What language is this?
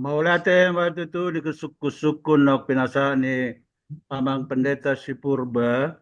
Batak Toba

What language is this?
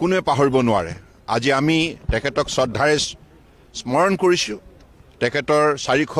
Assamese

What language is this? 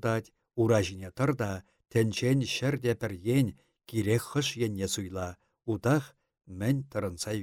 Chuvash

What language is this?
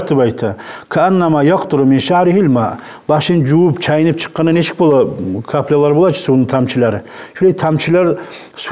Kumyk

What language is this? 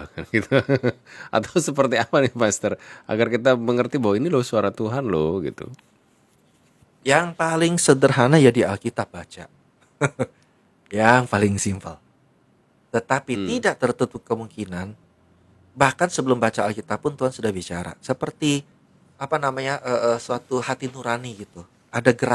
Indonesian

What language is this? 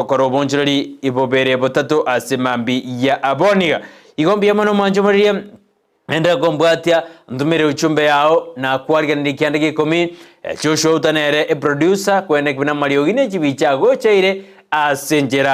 Gusii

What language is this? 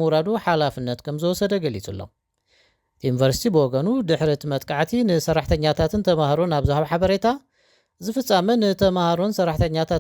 Tigrinya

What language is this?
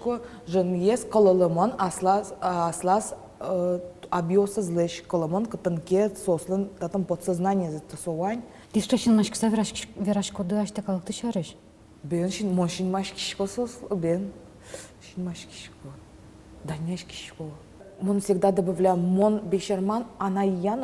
Udmurt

